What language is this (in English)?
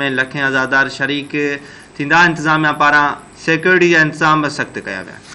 Sindhi